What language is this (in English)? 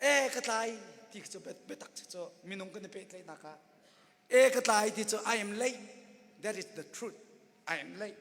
Hakha Chin